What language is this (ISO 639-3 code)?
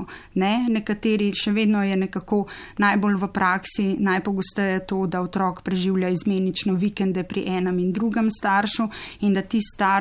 slv